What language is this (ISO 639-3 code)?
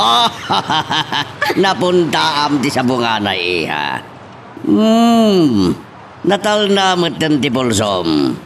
ilo